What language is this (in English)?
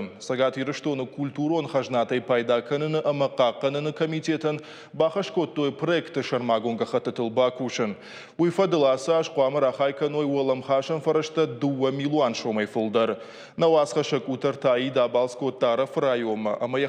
Ossetic